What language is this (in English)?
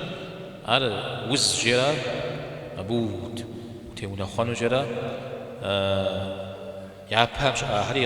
Kabardian